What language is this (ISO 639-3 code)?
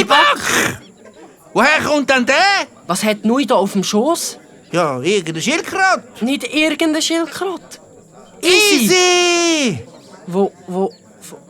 gsw